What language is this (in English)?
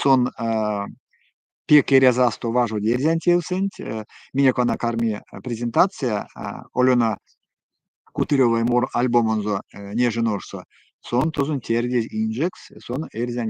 Erzya